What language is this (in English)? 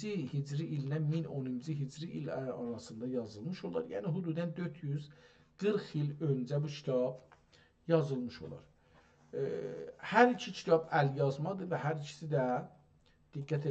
South Azerbaijani